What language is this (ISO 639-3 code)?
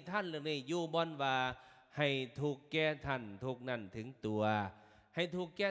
lao